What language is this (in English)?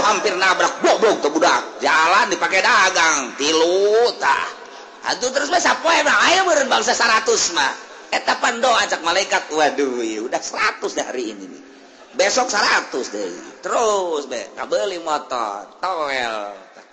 Sundanese